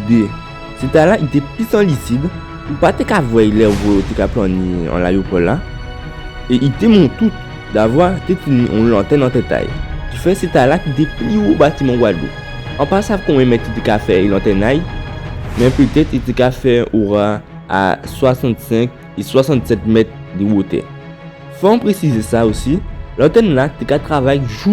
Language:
Guadeloupean Creole French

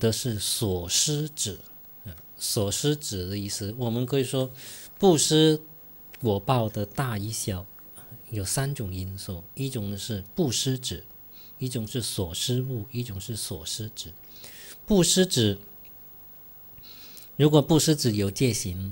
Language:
Chinese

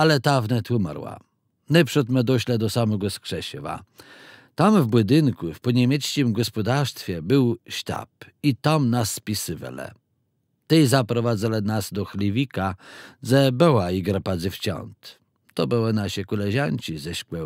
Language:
Kashubian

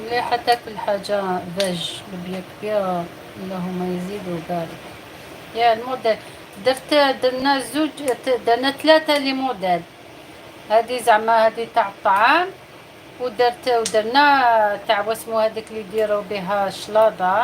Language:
Algerian Arabic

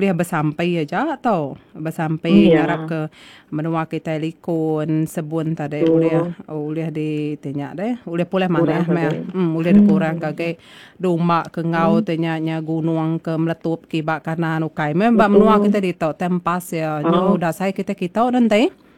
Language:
Iban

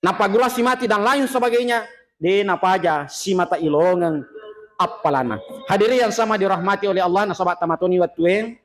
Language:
Buginese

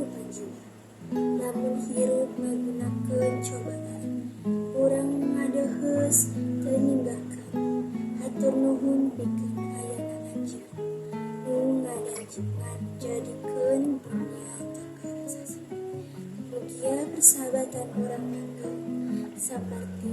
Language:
Sundanese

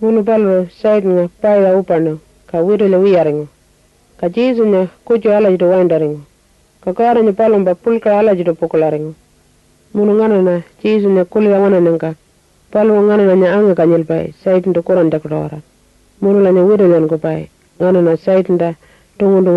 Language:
Pitjantjatjara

